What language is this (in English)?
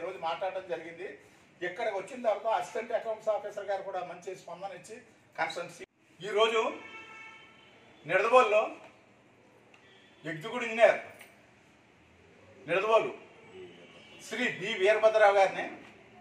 Telugu